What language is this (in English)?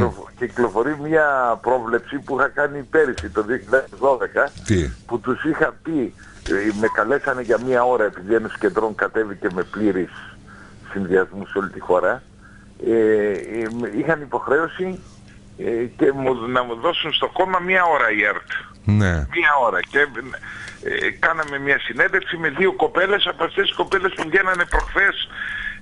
Greek